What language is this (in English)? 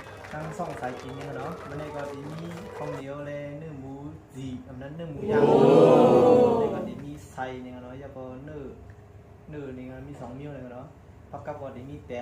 Shan